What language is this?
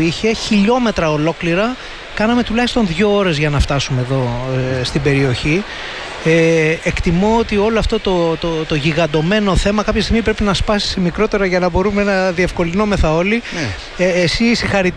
Greek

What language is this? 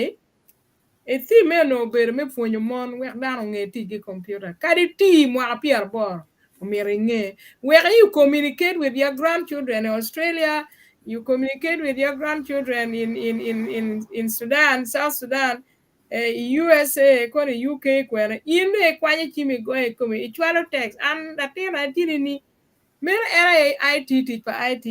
Acoli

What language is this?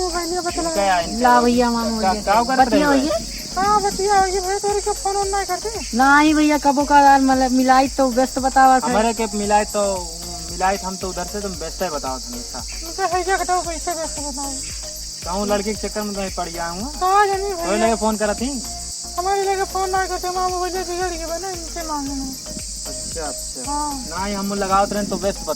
Awadhi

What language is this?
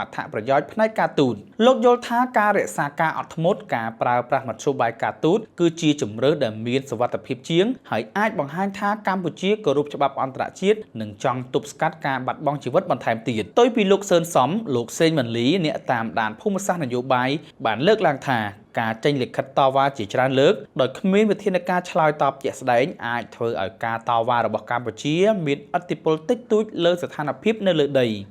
Khmer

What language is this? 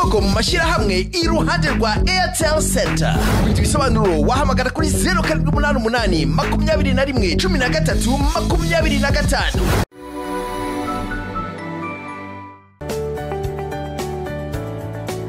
Kinyarwanda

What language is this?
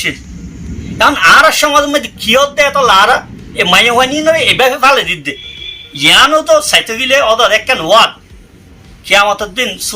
Rohingya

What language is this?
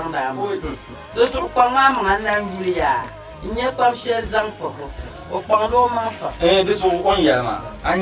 Dagbani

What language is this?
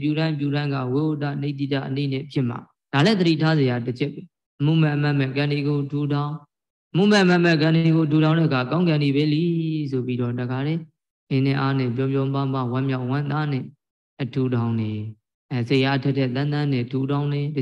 Burmese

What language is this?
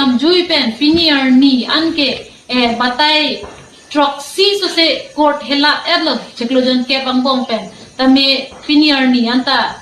Karbi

